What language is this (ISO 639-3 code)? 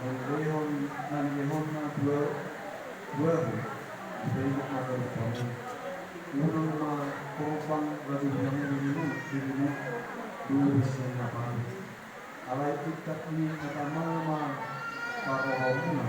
bbc